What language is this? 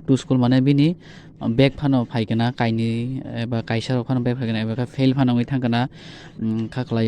Kok Borok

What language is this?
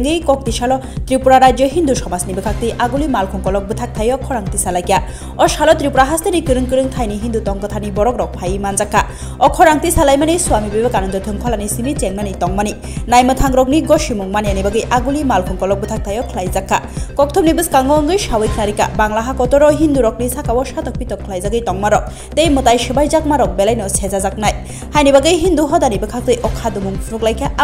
Kok Borok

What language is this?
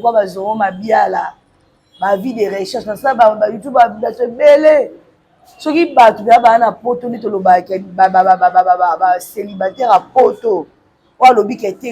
Lingala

